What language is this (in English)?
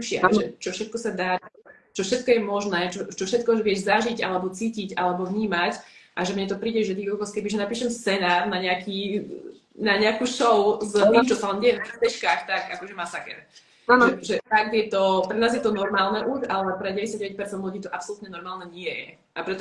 Slovak